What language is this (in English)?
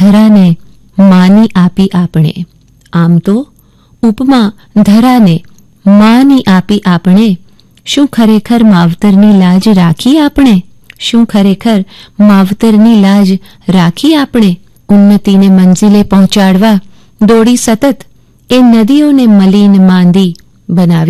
Gujarati